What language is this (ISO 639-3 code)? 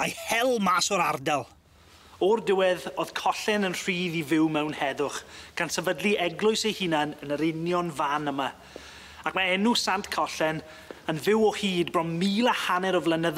cym